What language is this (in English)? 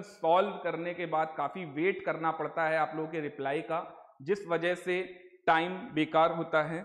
Hindi